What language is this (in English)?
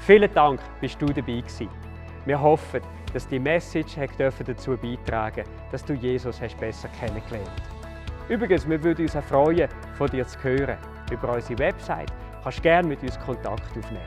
Swiss German